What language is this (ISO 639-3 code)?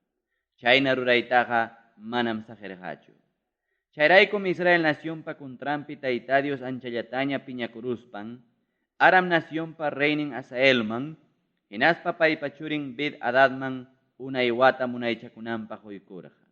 quy